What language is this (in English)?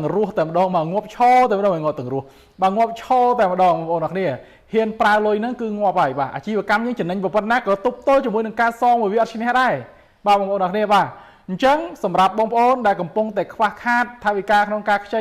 Khmer